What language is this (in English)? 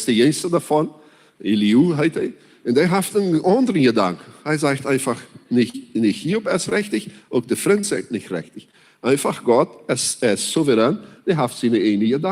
Plautdietsch